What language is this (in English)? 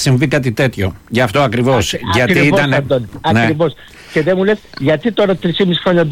Greek